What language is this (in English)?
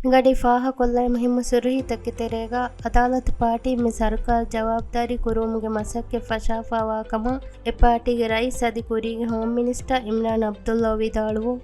Divehi